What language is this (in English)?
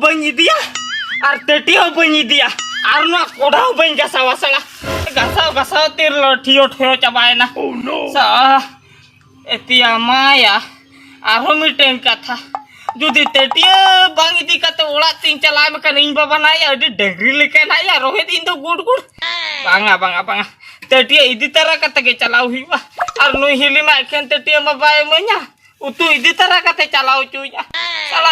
Santali